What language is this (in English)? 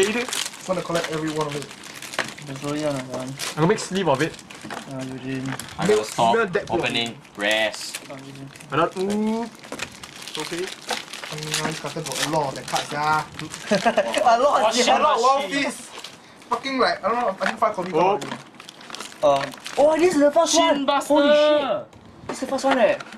English